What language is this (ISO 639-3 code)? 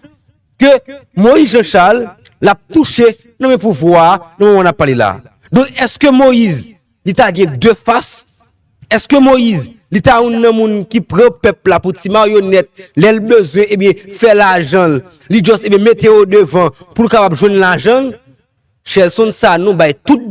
hat